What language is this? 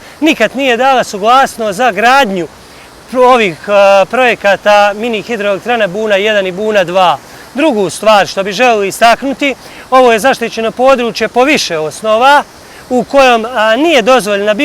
Bosnian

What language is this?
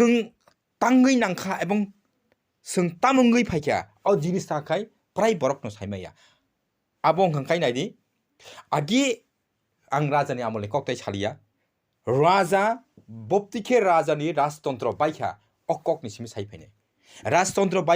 Kok Borok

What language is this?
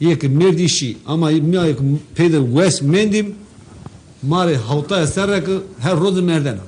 Zaza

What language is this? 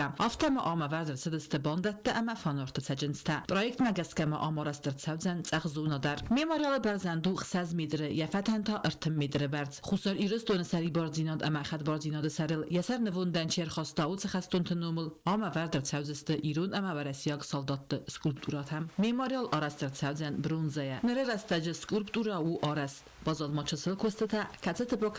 Ossetic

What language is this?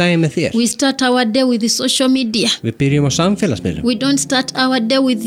Icelandic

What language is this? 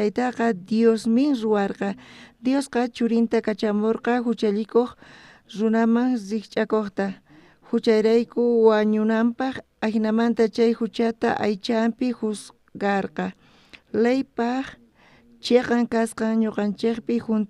South Bolivian Quechua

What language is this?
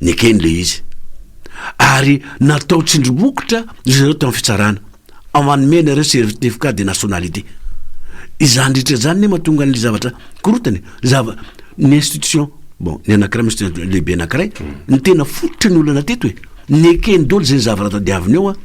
Malagasy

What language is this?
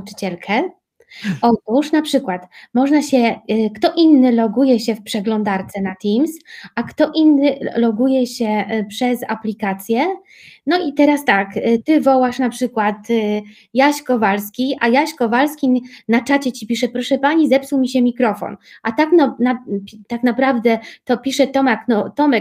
Polish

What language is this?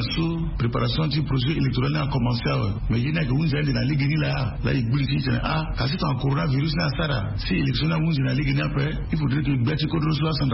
Sango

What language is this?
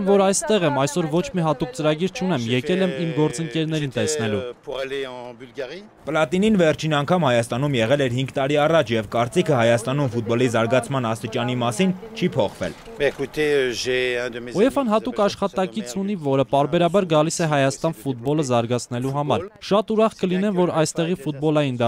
Armenian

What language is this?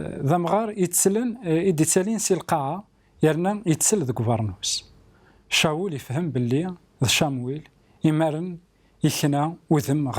Kabyle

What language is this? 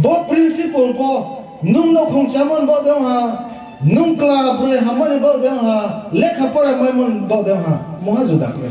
Riang (India)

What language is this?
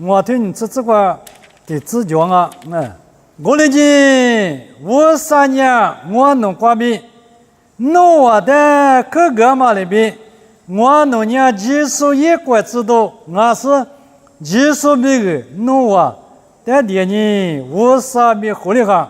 Lisu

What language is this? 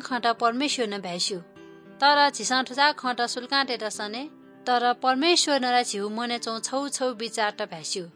Newari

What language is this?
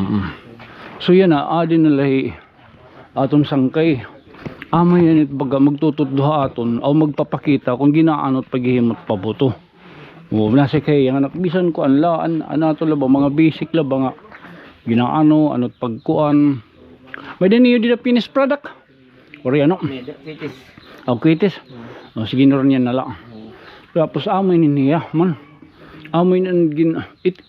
Waray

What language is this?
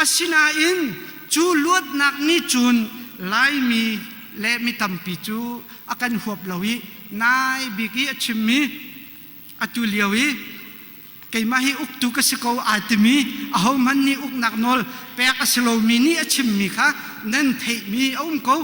Hakha Chin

